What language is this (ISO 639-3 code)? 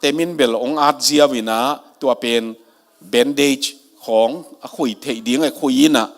ctd